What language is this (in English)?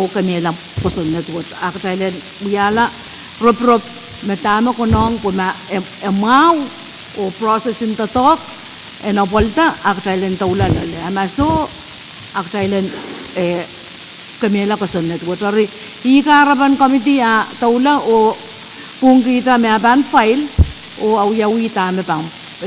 Pohnpeian